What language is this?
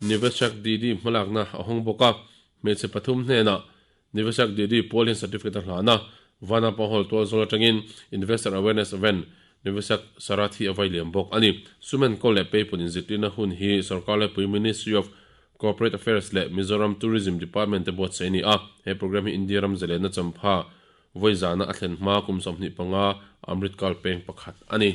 Mizo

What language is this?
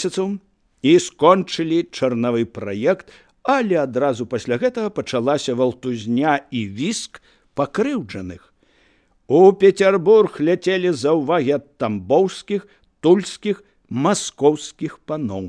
Belarusian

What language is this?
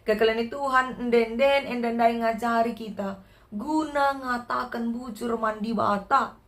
Batak Karo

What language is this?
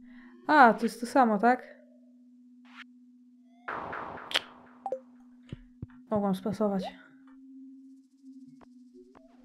Polish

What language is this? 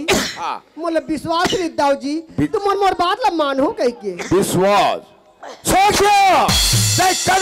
Chhattisgarhi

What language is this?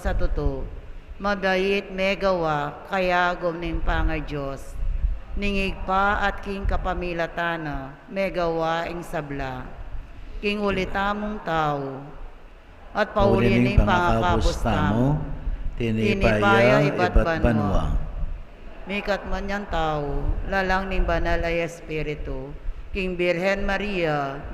Pampanga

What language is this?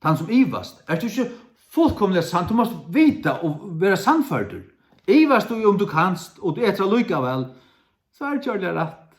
Faroese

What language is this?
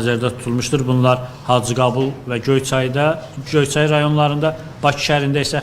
Azerbaijani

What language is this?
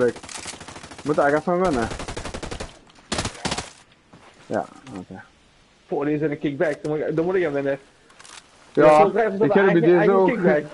Dutch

